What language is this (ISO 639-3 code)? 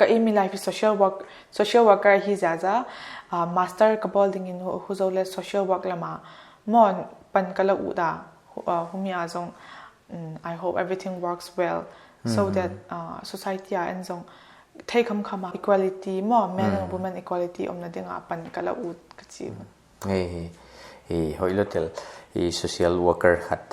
pck